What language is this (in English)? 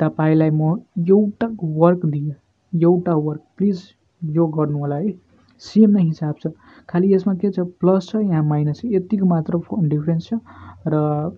Nepali